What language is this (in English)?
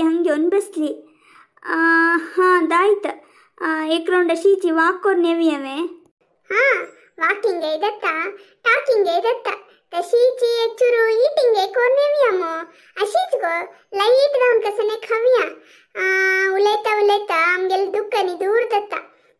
Konkani